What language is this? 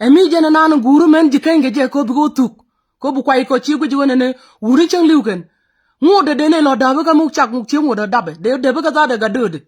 Nuer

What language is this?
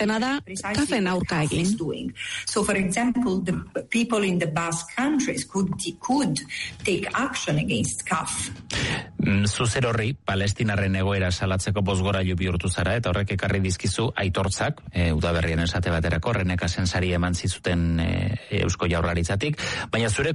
Basque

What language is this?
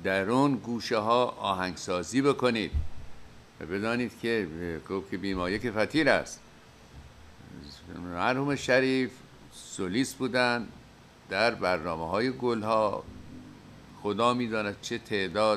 Persian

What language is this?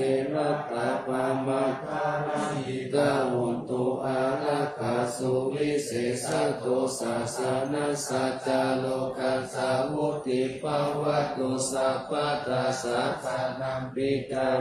Pali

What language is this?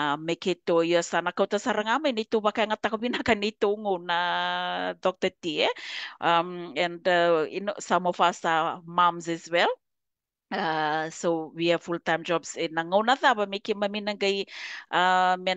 Fijian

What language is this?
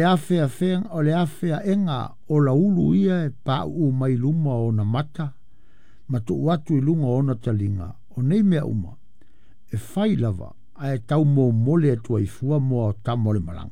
Samoan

